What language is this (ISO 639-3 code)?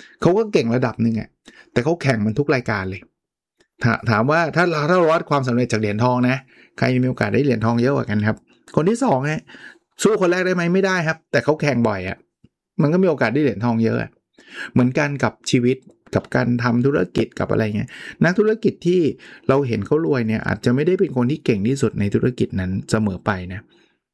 tha